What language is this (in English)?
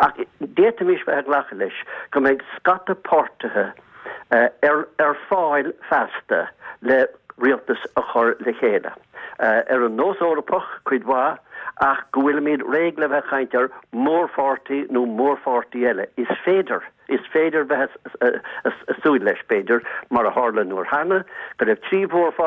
Irish